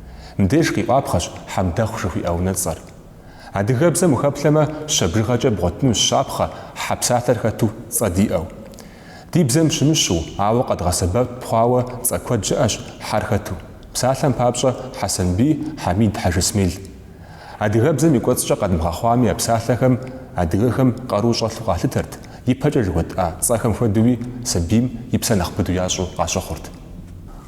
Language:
Kabardian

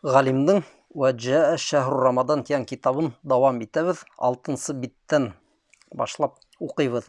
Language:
Bashkir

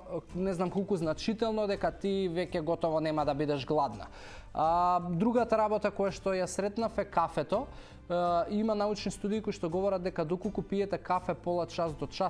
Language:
Macedonian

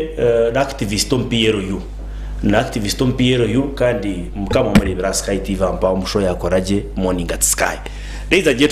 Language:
Nyankole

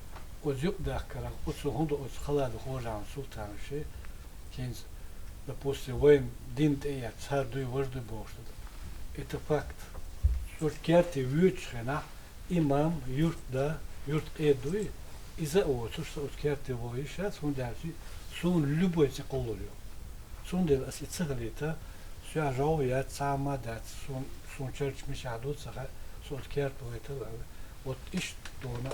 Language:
Chechen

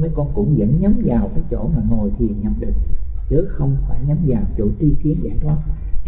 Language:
Vietnamese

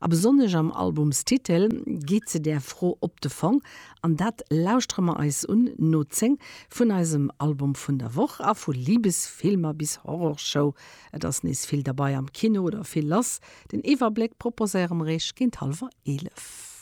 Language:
Luxembourgish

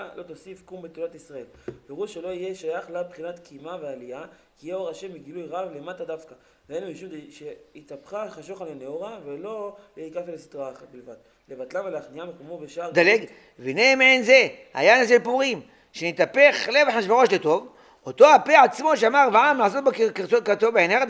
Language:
Hebrew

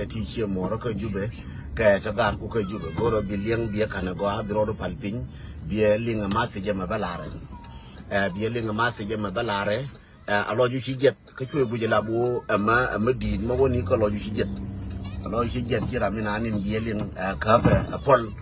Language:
Nuer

